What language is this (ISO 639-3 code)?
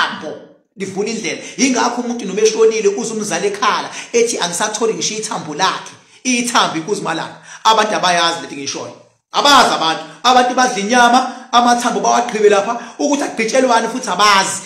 zul